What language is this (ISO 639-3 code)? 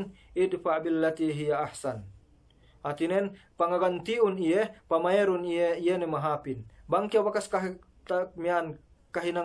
yka